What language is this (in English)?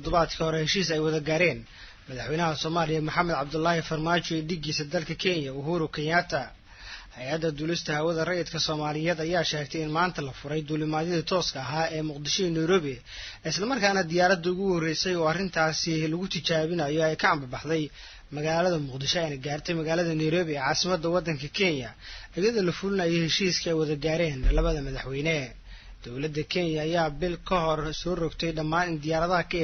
Somali